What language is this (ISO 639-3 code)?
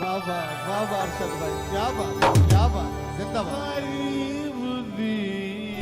skr